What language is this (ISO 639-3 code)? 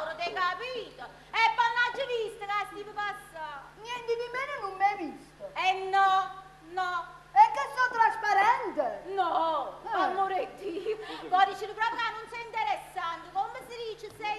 nap